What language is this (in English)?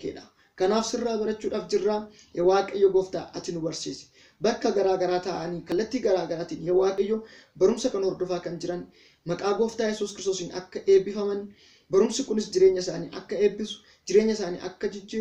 Oromo